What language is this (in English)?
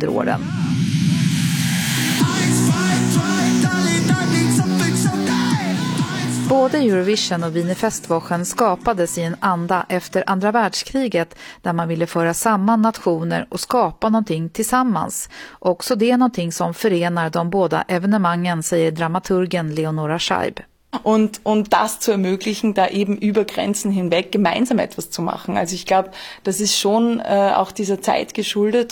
Swedish